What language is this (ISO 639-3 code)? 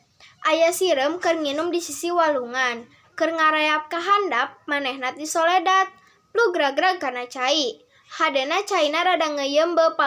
sun